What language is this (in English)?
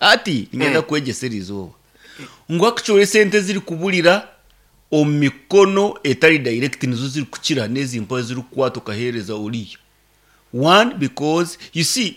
Nyankole